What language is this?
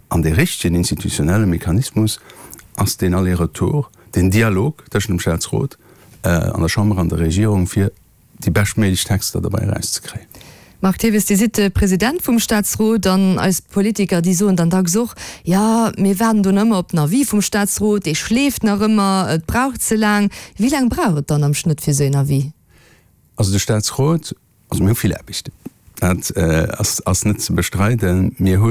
Luxembourgish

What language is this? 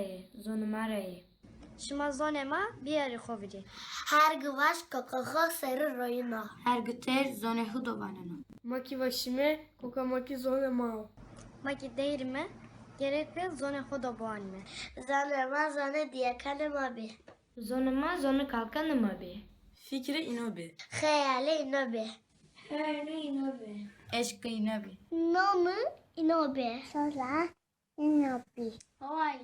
Zaza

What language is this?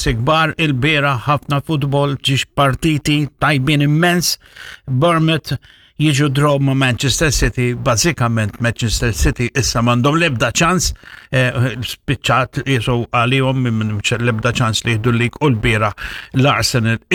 Maltese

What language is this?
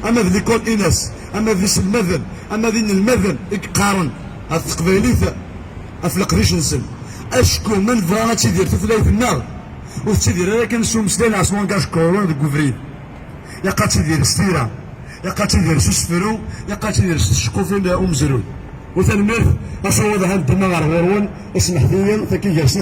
Kabyle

